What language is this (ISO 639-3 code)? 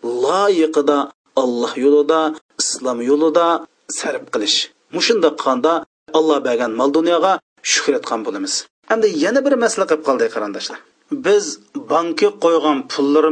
uig